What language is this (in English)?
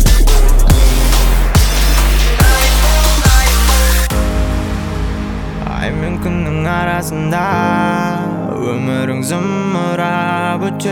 Kazakh